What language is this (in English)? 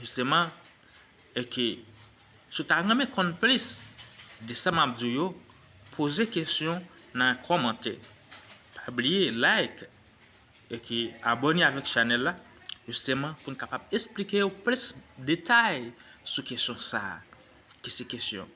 Haitian Creole